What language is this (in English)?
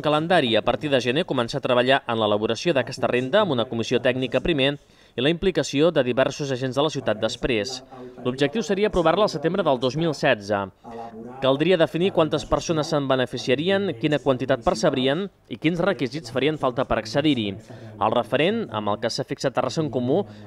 Catalan